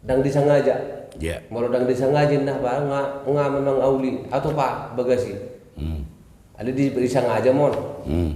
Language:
Batak Toba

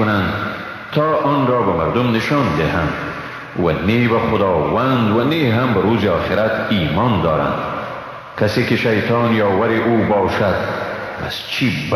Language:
Persian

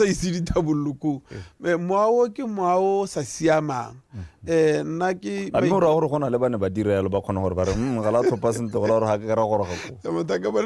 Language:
Tswana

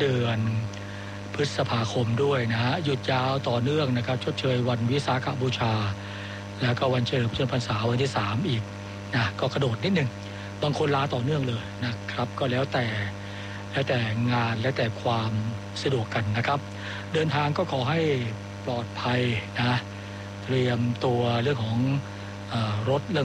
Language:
Thai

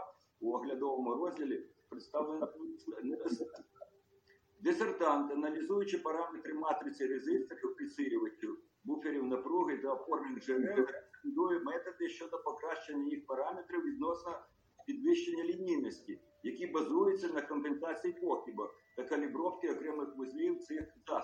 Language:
Ukrainian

